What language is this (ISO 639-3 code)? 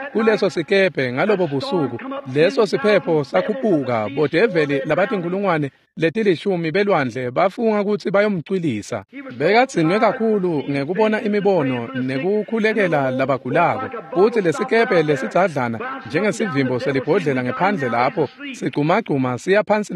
ssw